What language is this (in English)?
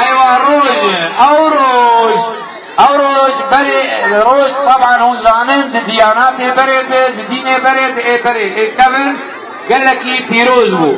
Kurdish